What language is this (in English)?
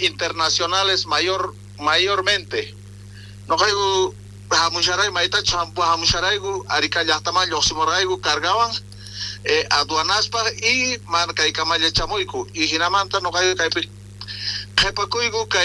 South Bolivian Quechua